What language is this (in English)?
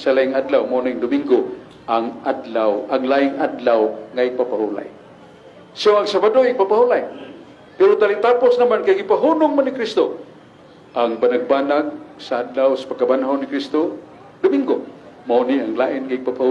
Cebuano